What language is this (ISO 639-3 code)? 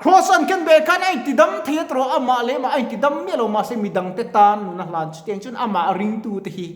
lus